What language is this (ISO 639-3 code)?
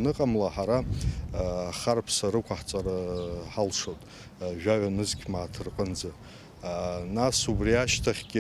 abk